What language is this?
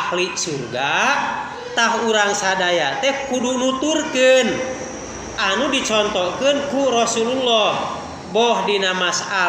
Sundanese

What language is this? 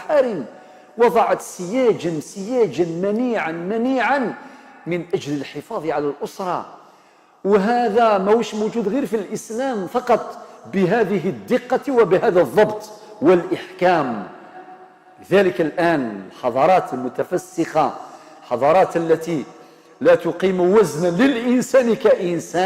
Algerian Arabic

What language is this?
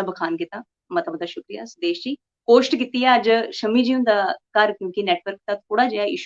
Dogri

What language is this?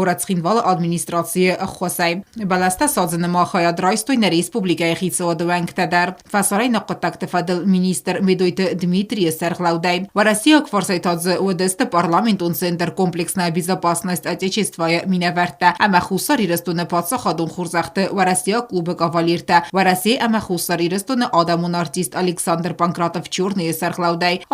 Ossetic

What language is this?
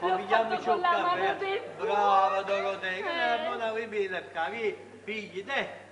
Neapolitan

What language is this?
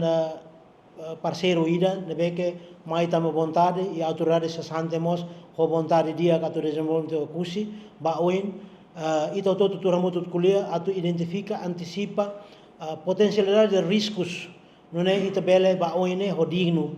Tetum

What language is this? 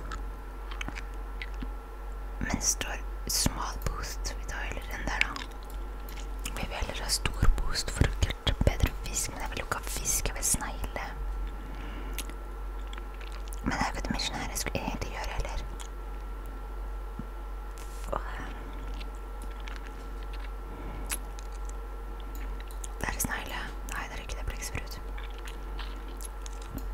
Norwegian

